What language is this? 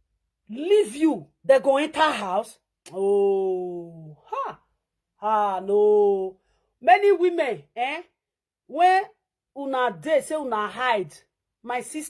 Nigerian Pidgin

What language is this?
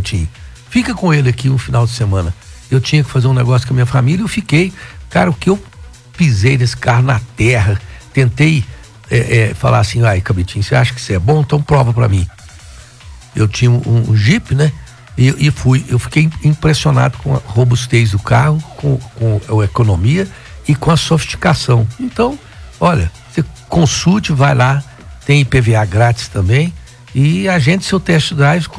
Portuguese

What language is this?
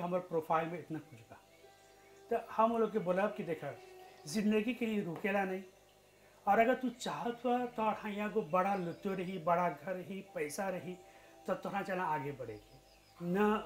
Bhojpuri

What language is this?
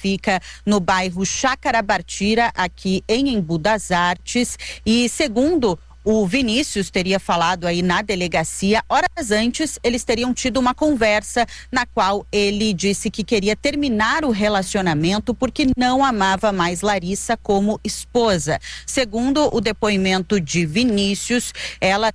Portuguese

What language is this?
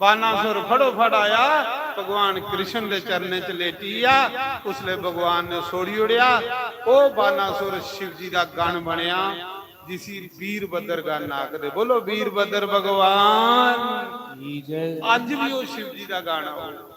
Dogri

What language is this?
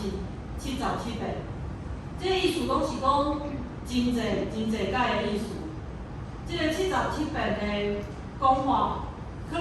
Min Nan Chinese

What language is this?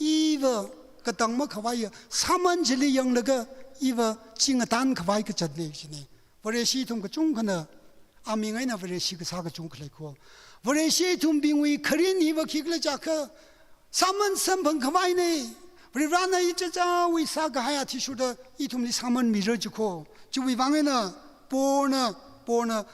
Tangkhul Naga (India)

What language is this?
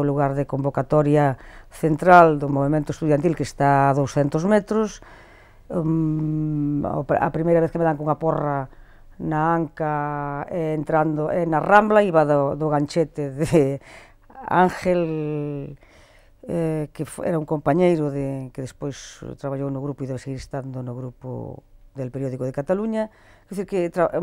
Galician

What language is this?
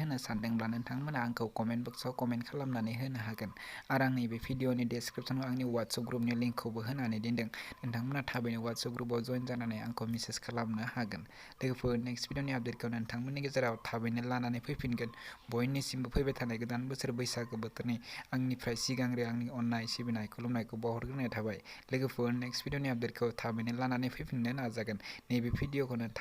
Bodo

